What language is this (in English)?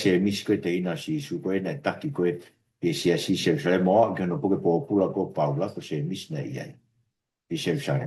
Tongan